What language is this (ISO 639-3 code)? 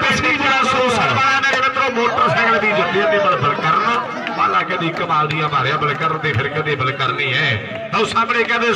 pan